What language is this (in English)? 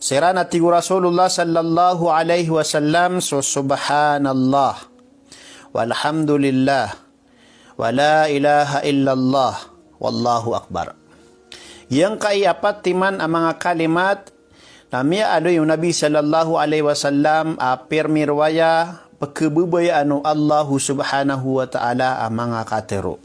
Maranao